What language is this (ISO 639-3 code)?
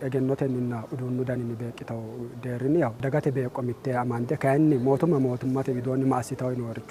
sid